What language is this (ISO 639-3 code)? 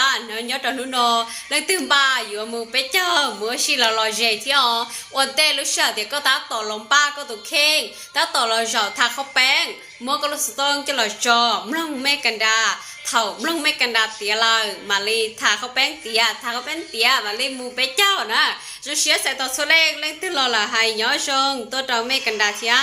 hmn